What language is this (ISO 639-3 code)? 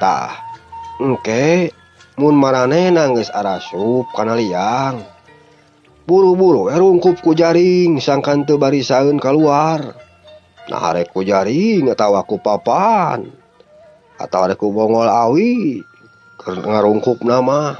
sun